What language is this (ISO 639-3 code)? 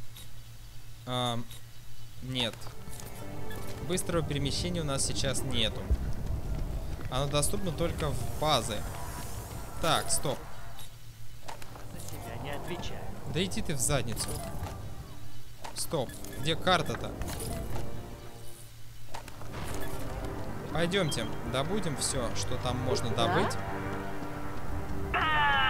rus